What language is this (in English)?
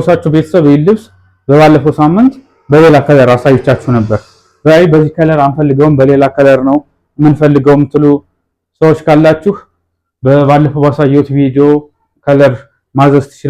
Amharic